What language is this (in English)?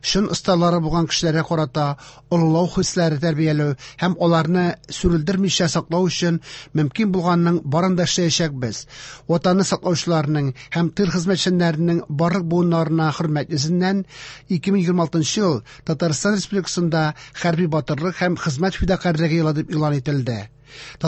Tatar